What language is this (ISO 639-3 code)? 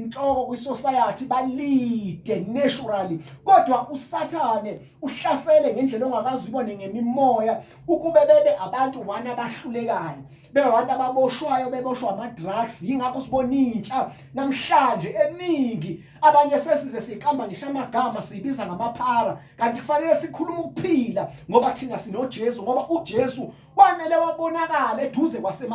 zul